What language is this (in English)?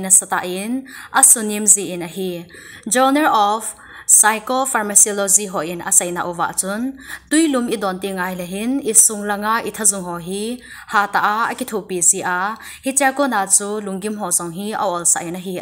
Thado Chin